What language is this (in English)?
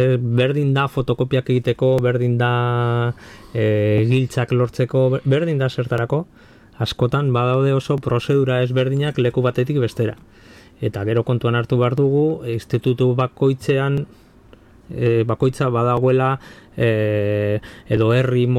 Basque